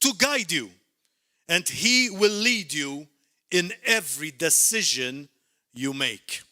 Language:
English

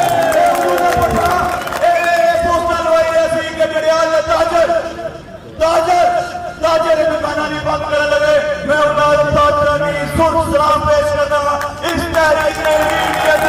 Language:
Pahari-Potwari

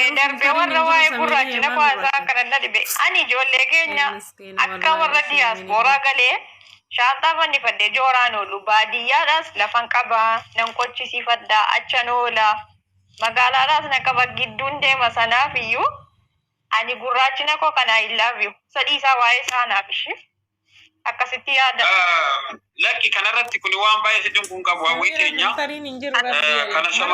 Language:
Oromo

